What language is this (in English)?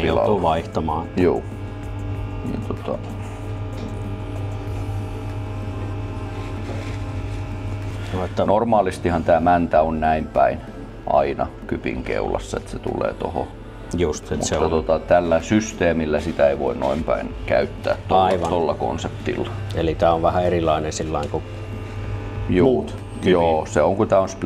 Finnish